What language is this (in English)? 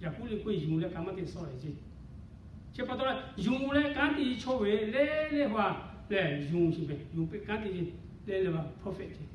Lahu